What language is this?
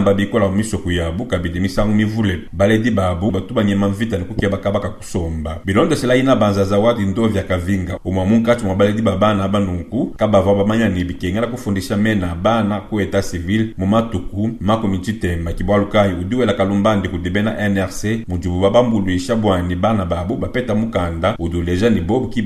Luba-Lulua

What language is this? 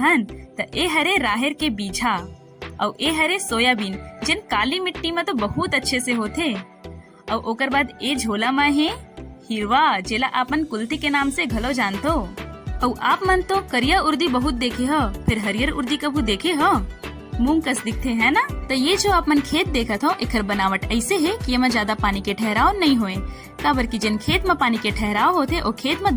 Chhattisgarhi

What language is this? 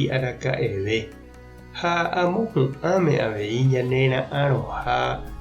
Guarani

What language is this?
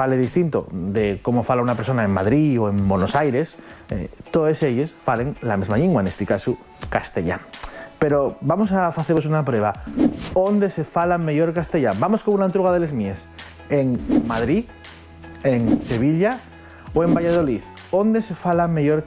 Asturian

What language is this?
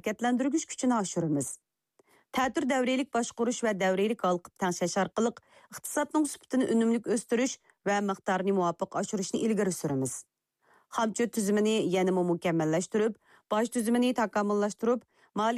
Uyghur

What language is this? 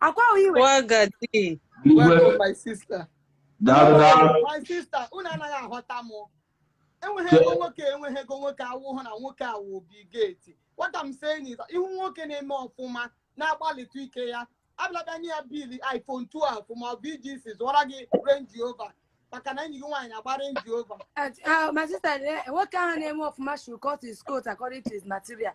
Igbo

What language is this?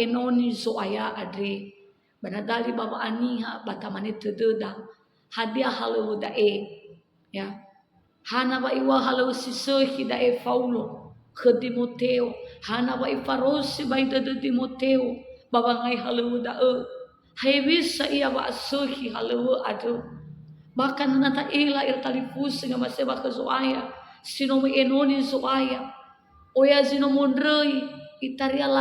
Nias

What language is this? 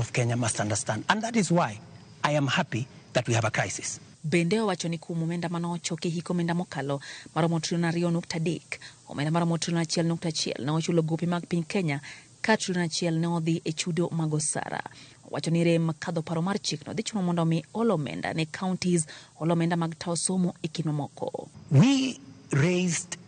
Luo (Kenya and Tanzania)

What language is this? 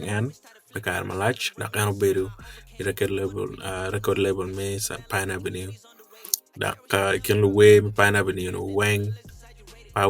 Acoli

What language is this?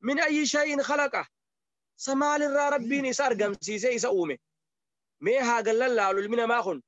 Oromo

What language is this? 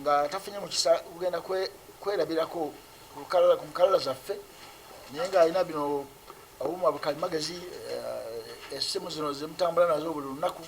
Ganda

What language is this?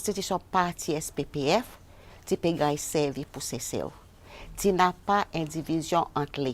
Seselwa Creole French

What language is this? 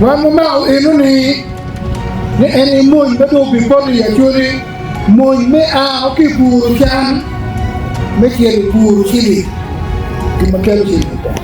Acoli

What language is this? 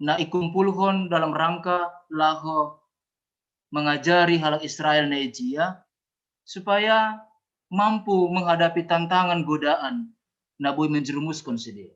Batak Simalungun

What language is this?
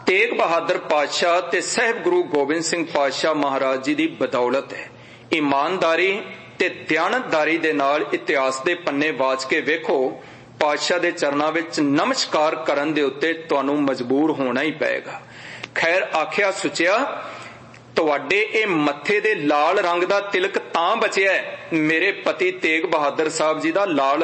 Punjabi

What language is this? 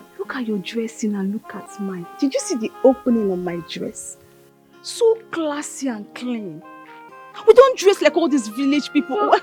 Nigerian Pidgin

